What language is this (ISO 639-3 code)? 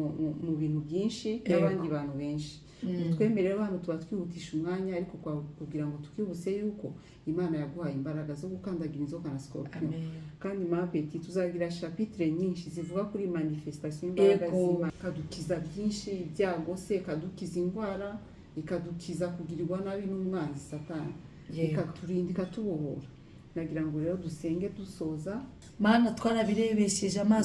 kin